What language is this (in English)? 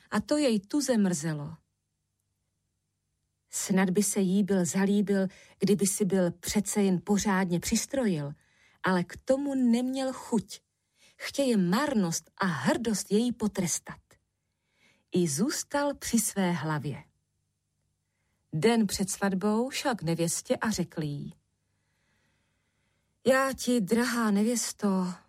Czech